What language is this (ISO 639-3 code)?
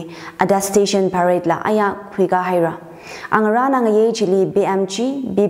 nmf